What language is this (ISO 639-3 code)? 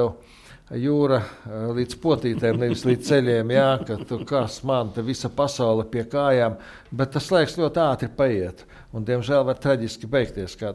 lav